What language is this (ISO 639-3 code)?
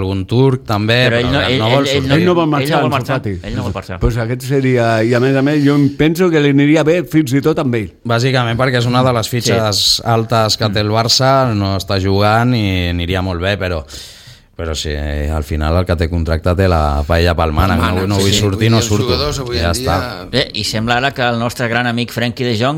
cat